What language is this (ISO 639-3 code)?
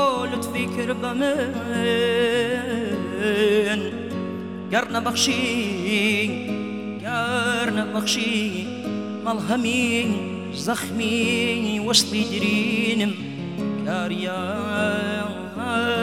fas